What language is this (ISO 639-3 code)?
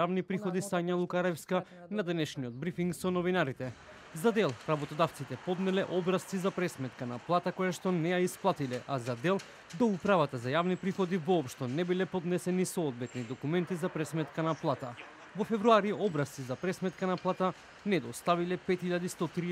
mkd